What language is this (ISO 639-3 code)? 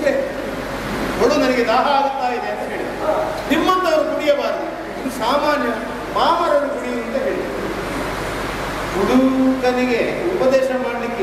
kan